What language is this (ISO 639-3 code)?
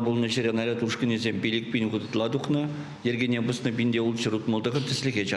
chv